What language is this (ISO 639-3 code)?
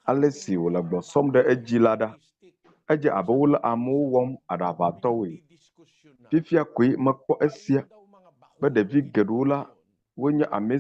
ewe